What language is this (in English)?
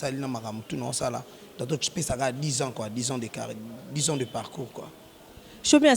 Lingala